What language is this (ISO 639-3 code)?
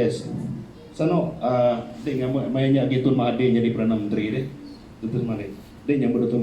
iba